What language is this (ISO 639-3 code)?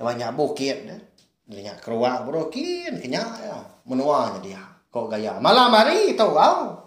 iba